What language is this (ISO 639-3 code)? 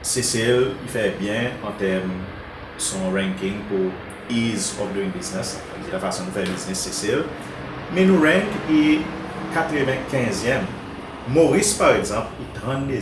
crs